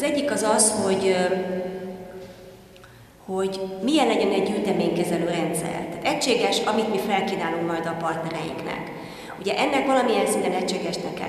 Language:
Hungarian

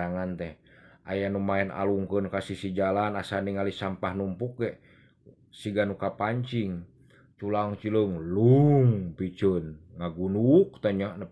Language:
Sundanese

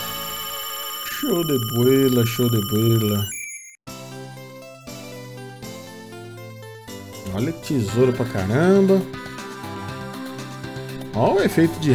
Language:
Portuguese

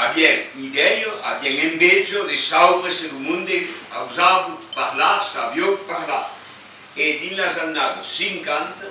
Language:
Occitan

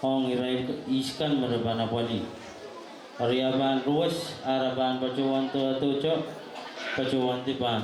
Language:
Pohnpeian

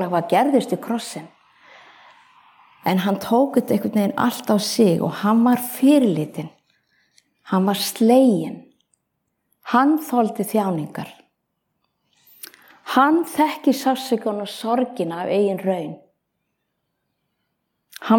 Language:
Icelandic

